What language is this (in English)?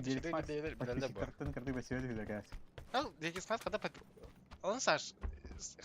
Yakut